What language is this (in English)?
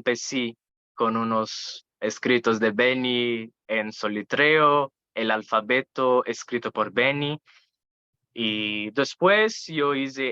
Ladino